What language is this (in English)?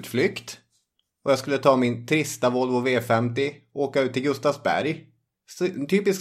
Swedish